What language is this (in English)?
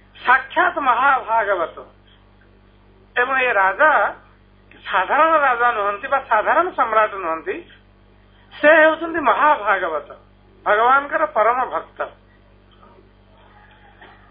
Odia